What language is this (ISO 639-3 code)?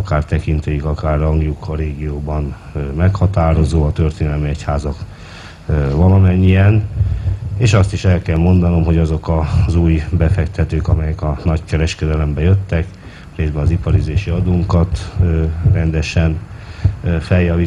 hun